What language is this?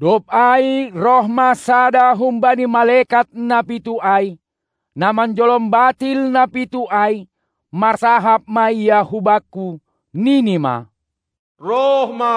Batak Simalungun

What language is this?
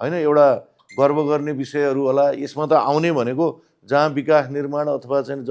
Nepali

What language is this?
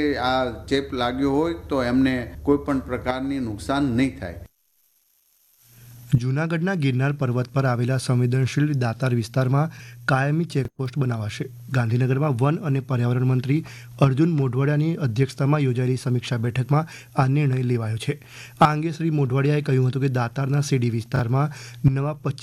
Gujarati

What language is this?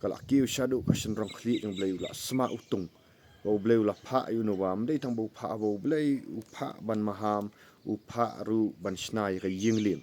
Khasi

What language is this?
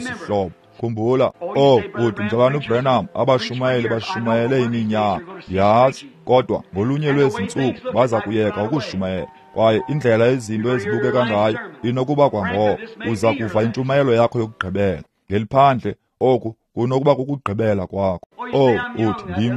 Xhosa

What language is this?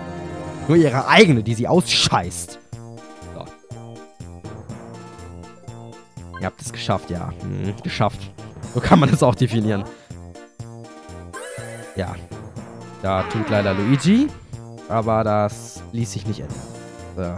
German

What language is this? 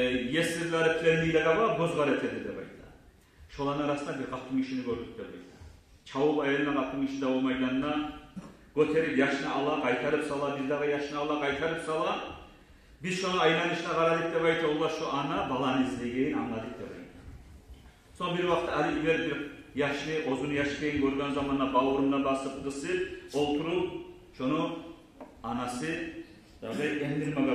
Kumyk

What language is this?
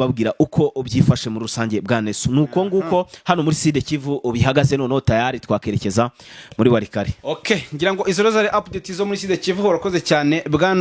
Kinyarwanda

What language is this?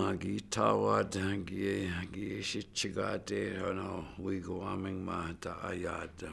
Chippewa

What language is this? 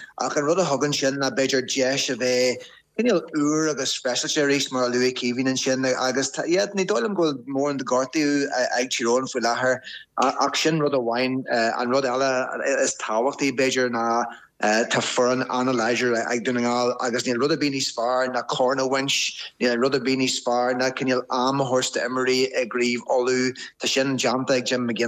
Irish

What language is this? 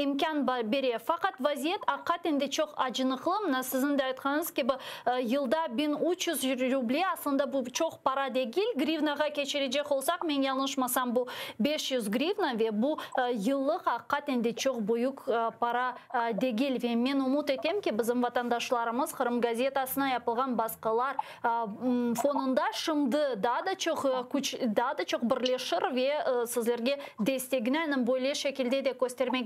Crimean Tatar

